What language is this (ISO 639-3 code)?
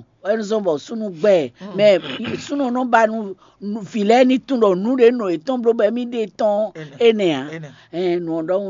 fon